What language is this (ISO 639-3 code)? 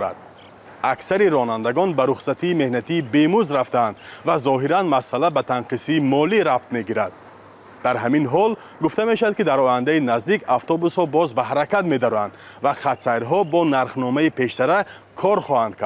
tgk